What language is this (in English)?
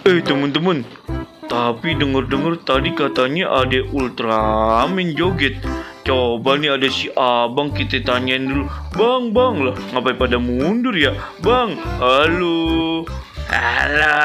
Betawi